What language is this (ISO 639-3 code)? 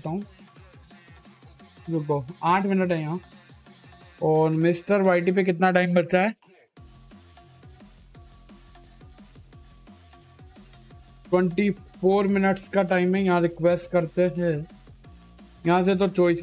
hin